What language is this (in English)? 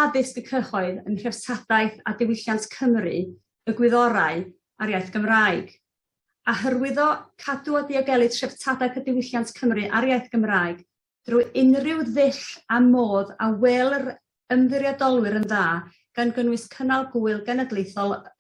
Welsh